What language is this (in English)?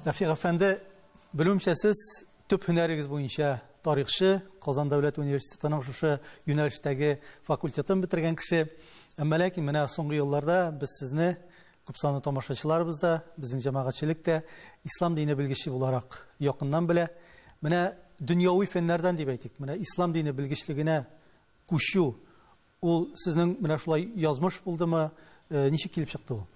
Tatar